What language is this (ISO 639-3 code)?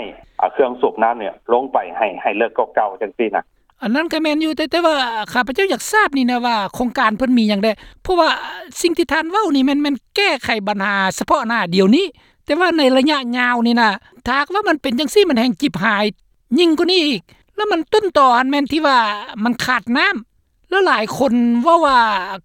lao